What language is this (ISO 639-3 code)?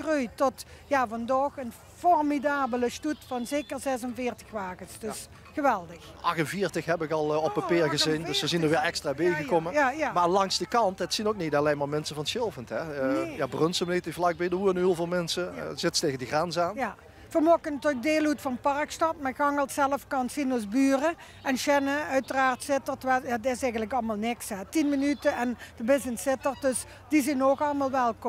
lim